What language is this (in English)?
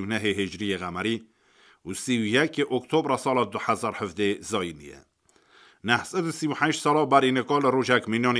Kurdish